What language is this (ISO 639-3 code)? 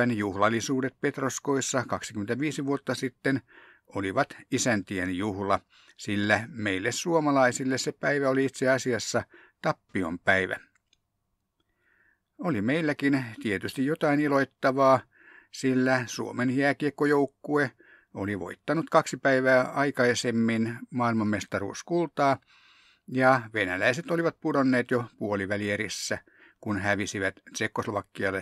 fin